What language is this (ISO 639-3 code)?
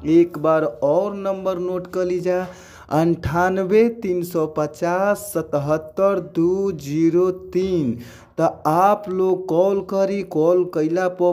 bho